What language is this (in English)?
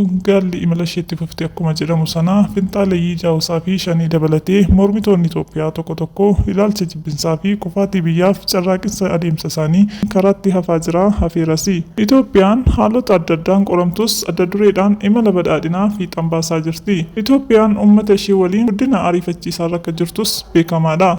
Oromo